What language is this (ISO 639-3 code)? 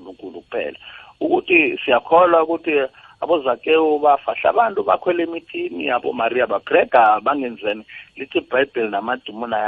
nbl